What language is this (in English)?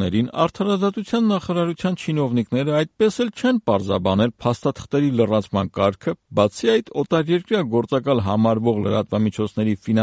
Armenian